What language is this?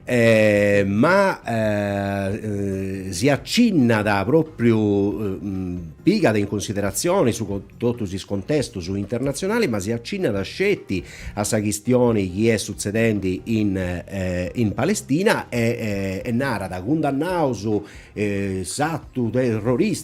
Sardinian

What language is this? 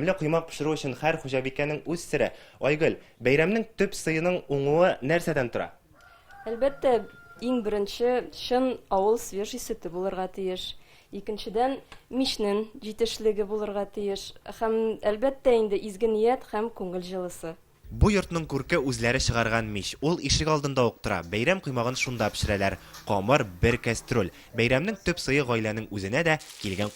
Tatar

